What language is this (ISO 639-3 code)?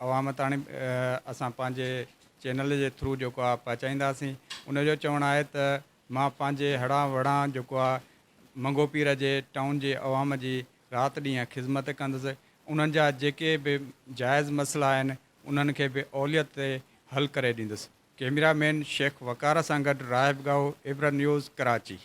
snd